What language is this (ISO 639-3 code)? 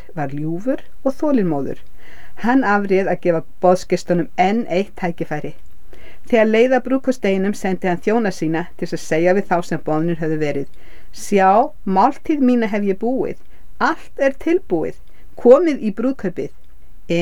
isl